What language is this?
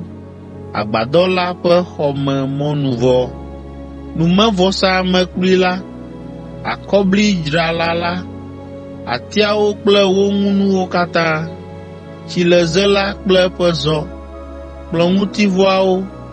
Ewe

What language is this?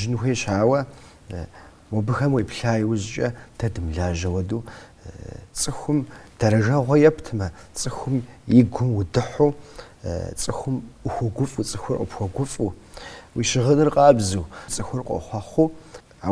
Kabardian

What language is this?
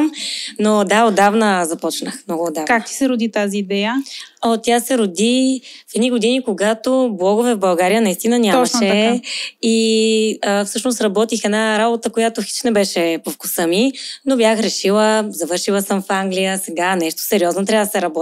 Bulgarian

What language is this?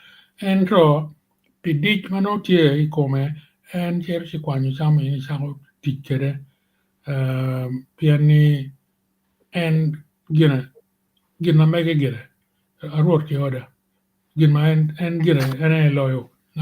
Acoli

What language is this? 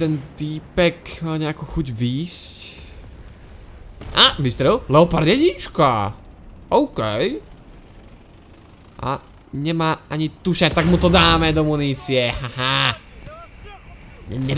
Slovak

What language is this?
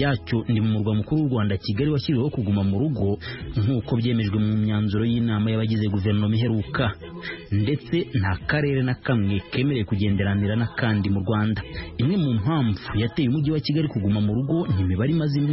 Kinyarwanda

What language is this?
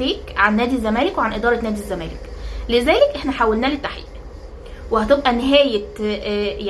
Egyptian Arabic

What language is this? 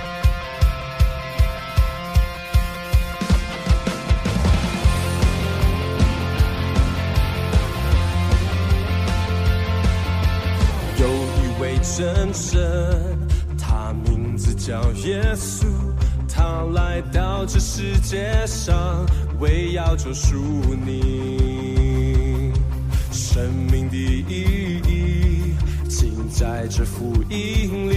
Chinese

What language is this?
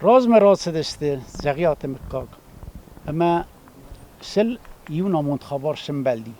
Ossetic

